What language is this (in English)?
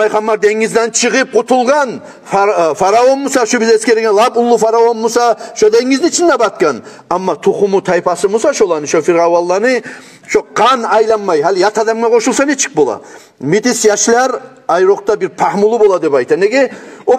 Kumyk